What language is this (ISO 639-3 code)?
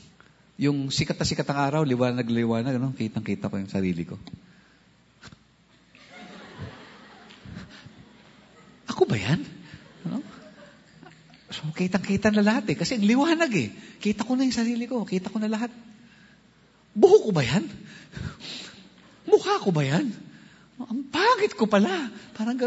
fil